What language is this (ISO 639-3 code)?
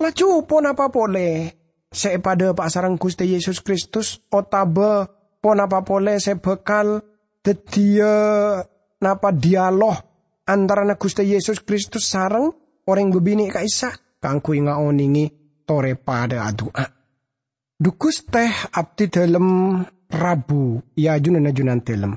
mad